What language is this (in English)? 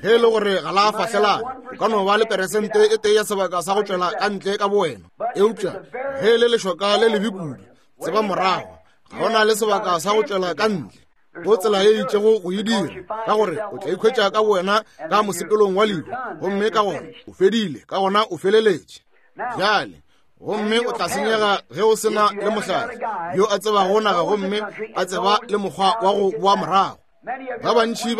Northern Sotho